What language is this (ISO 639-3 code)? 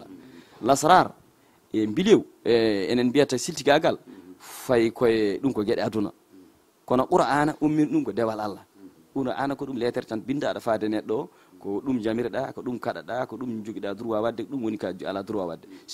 ful